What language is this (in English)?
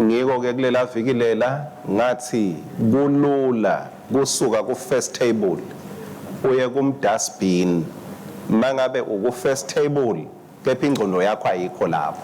Swati